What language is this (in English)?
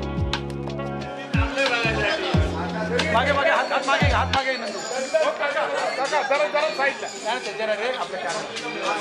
Marathi